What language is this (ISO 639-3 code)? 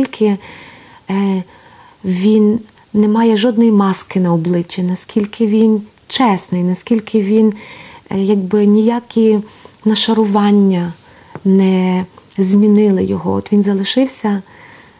ukr